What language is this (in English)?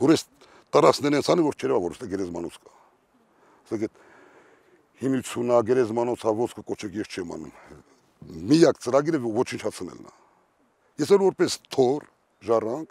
Armenian